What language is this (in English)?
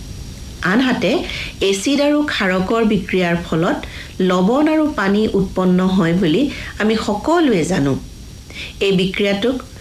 Assamese